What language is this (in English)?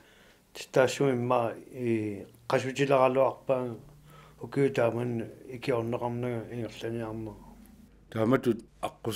Kalaallisut